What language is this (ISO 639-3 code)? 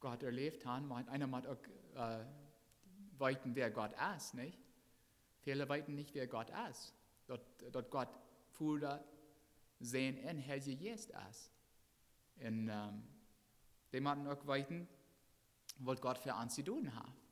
pdt